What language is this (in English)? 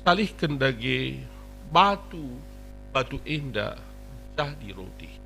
Batak Karo